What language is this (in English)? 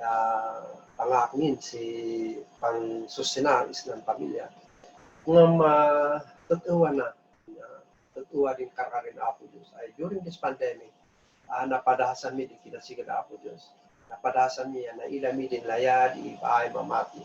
Kankanaey